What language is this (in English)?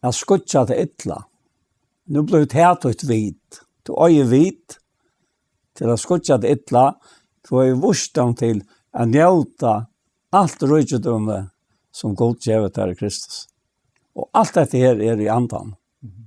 Faroese